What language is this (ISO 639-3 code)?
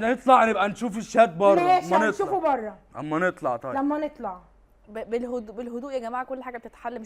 arz